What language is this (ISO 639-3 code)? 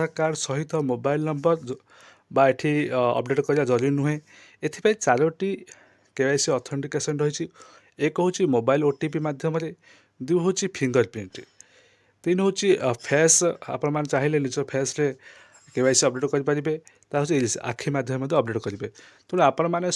ori